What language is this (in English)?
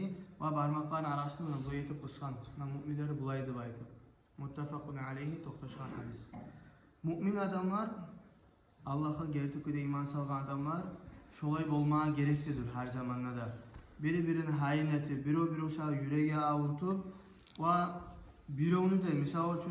Kumyk